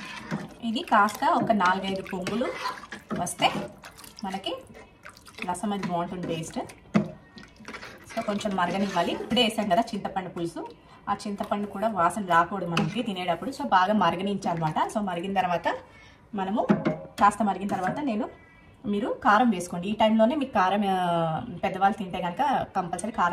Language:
Telugu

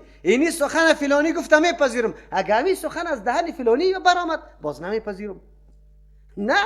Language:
Persian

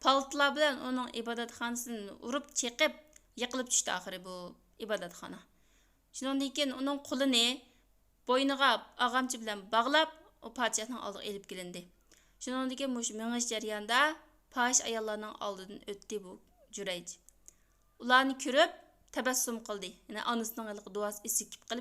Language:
Uyghur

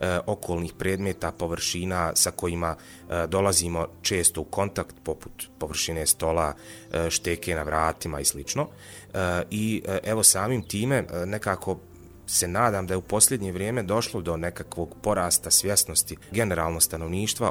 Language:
Bosnian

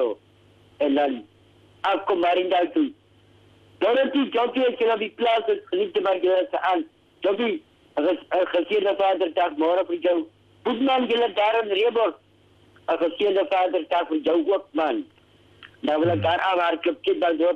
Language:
Afrikaans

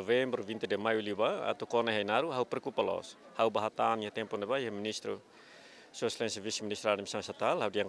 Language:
Tetum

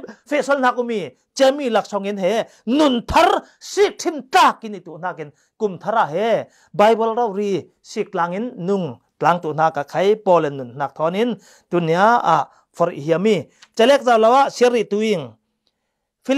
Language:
Falam Chin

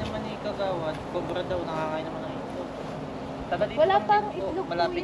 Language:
Filipino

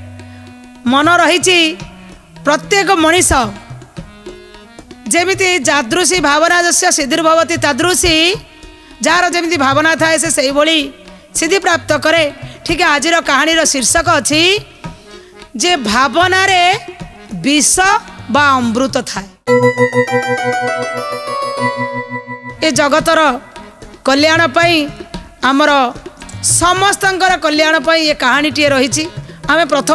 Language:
Odia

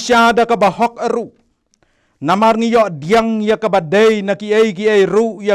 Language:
Khasi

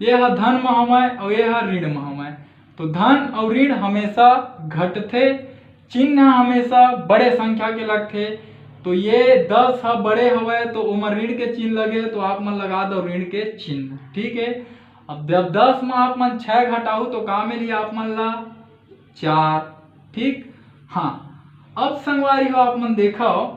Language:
Chhattisgarhi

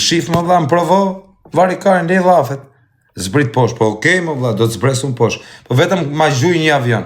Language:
Albanian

